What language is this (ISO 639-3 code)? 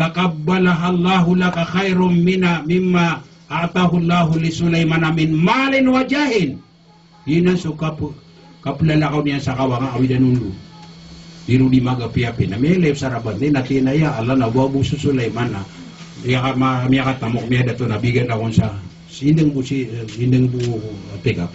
mrw